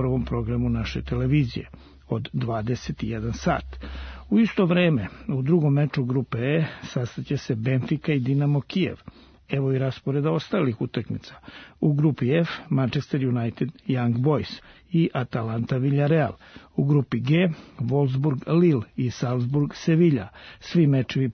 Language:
Serbian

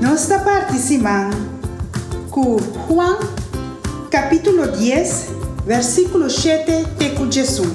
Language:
Papiamento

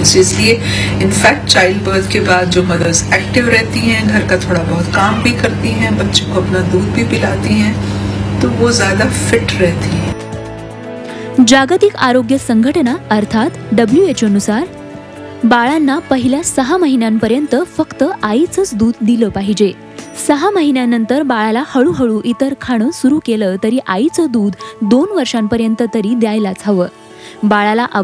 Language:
Marathi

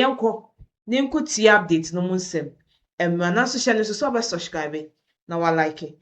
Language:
Akan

